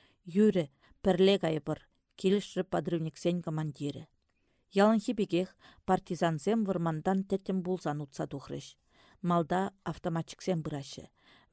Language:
Chuvash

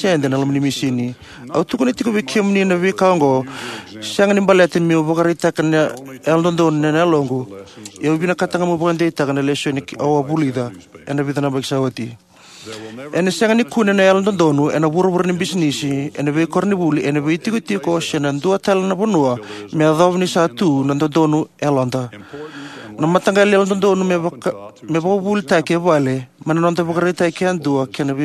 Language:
Fijian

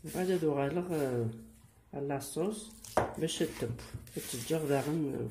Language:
Kabyle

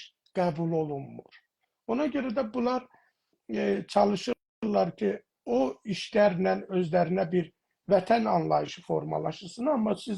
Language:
South Azerbaijani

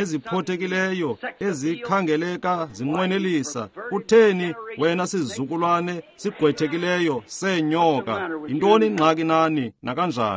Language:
Xhosa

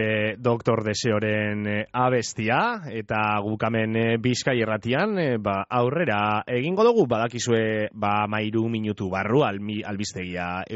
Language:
Basque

